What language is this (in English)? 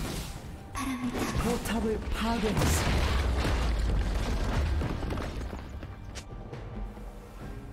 Korean